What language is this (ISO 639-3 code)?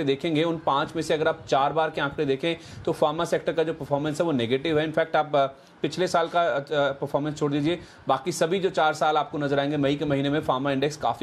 hin